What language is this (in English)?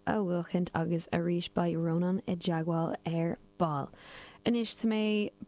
Irish